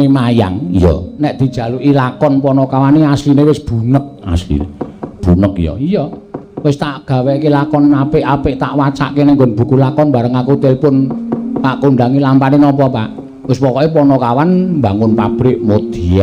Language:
Javanese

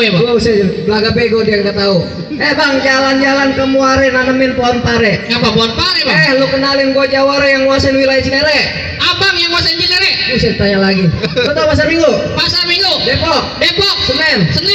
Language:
Betawi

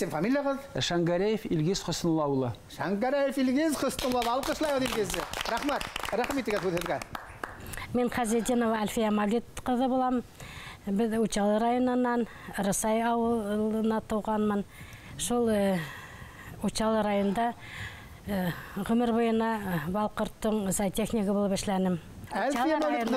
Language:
Bashkir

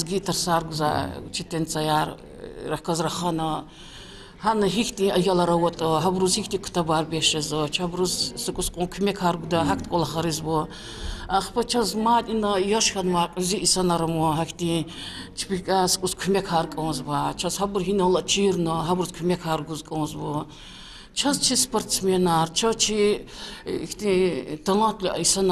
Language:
Lezghian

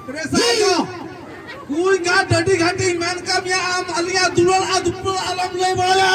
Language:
Santali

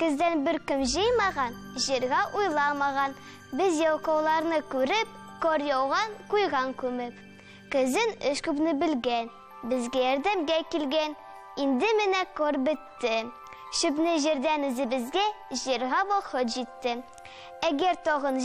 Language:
Tatar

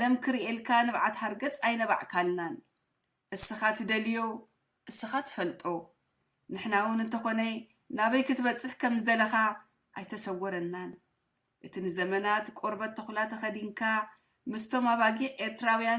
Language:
Tigrinya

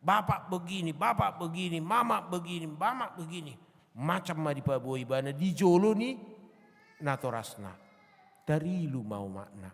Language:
Batak Toba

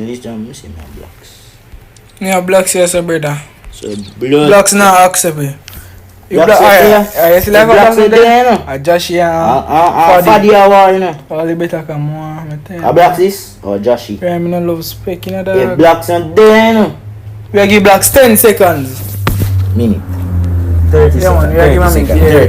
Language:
Jamaican Creole English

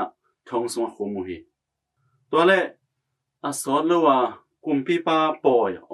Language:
Tedim Chin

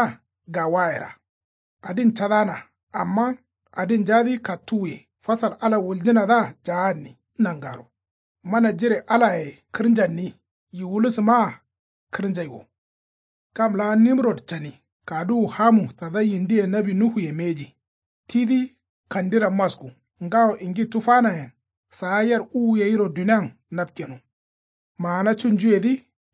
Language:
Kanuri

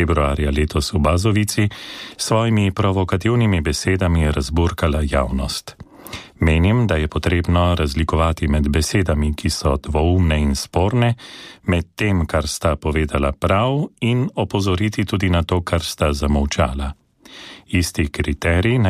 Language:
Slovenian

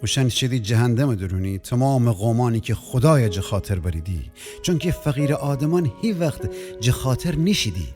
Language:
Gilaki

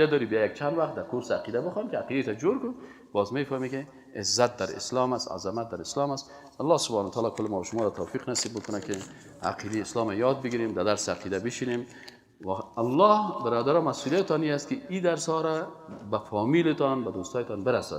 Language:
Persian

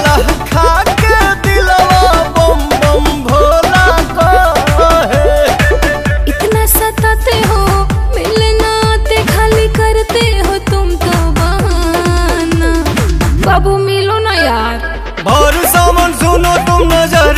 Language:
Bhojpuri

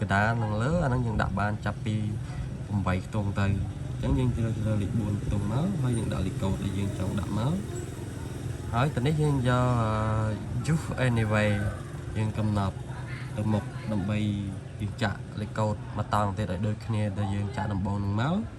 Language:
Khmer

